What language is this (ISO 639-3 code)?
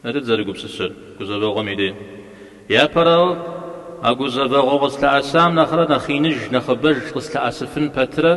kbd